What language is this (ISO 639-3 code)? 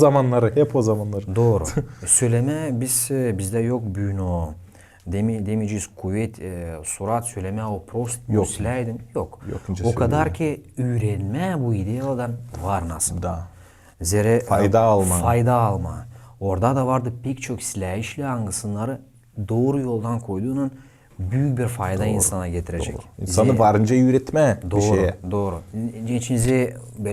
gag